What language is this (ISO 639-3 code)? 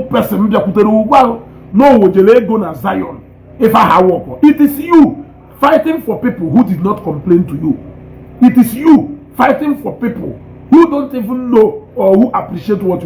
ibo